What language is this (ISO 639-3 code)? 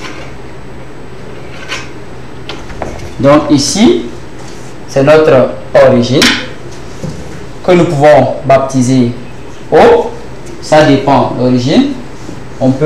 fra